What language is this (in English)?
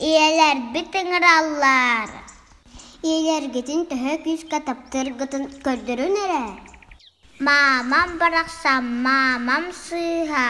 Yakut